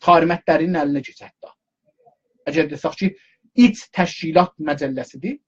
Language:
South Azerbaijani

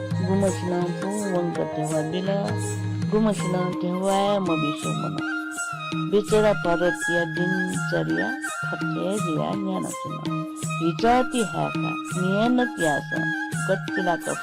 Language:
Newari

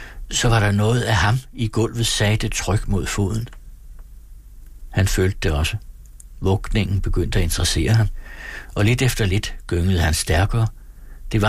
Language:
Danish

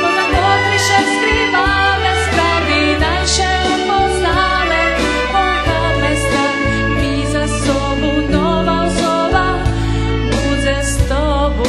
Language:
Rusyn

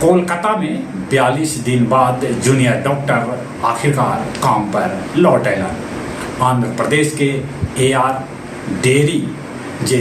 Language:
Magahi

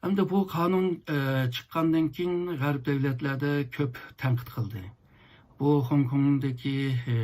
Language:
Uyghur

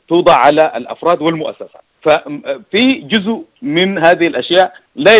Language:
Sudanese Arabic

